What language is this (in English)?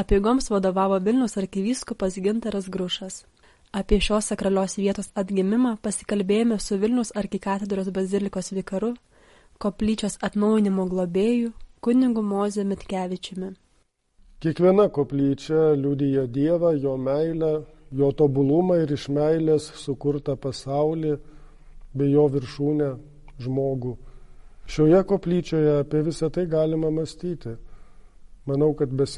Lithuanian